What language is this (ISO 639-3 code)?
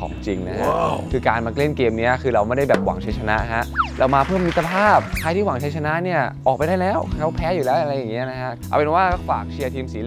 tha